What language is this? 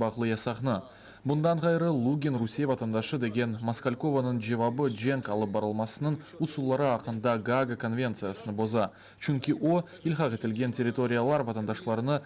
Crimean Tatar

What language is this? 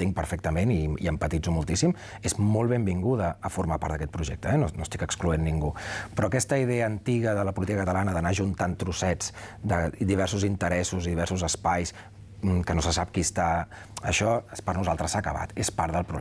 Catalan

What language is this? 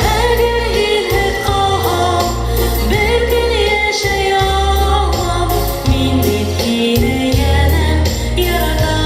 Bashkir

